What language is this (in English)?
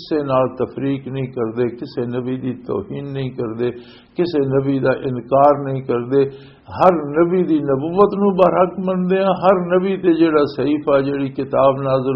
Western Panjabi